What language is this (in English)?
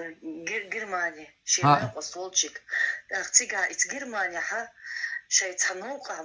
Chechen